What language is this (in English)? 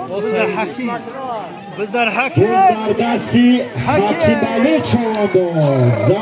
Tajik